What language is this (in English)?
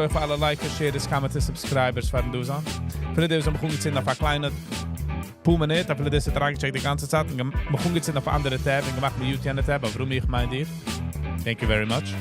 Yiddish